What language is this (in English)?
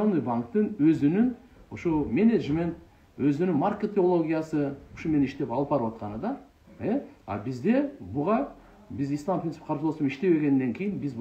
Kyrgyz